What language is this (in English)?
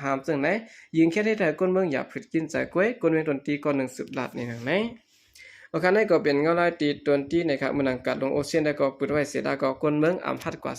Shan